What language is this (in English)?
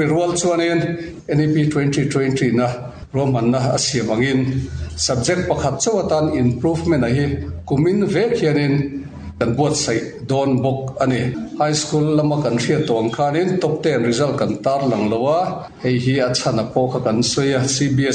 Mizo